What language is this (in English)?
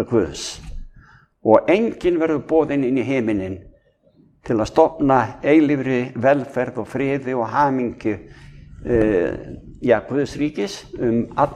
Icelandic